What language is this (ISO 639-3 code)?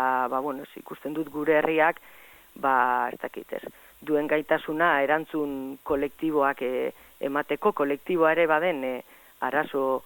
eus